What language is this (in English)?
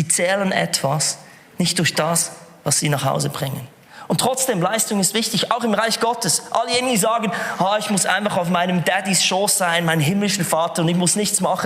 Swiss German